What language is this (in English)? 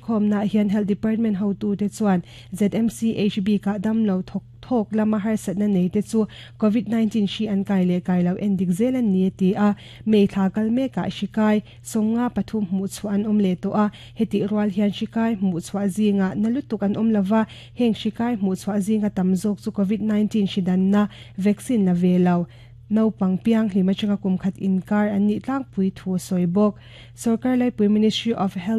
Mizo